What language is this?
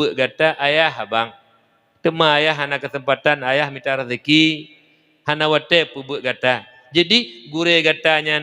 Achinese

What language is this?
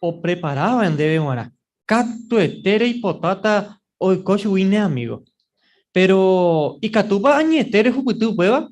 Guarani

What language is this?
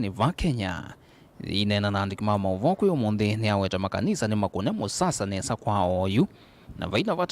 Kamba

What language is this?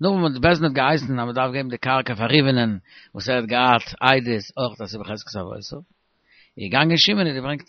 Yiddish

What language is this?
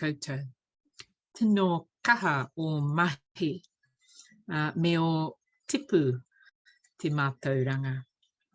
Māori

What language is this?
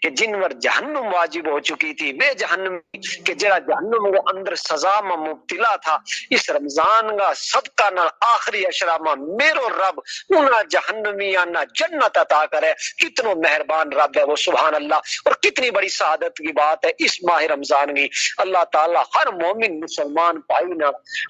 Gujari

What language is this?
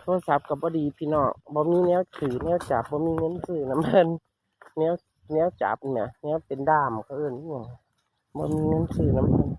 Northeastern Thai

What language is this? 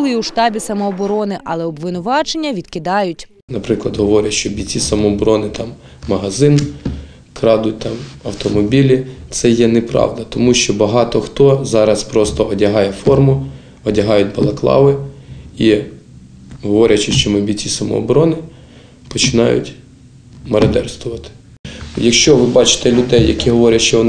Ukrainian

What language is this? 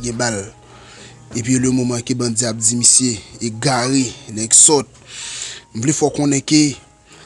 Haitian Creole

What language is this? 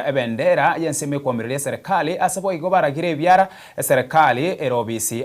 Gusii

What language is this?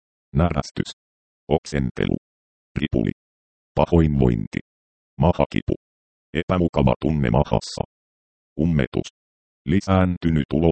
Finnish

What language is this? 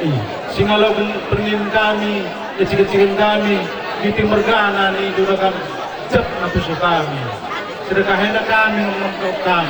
Batak Karo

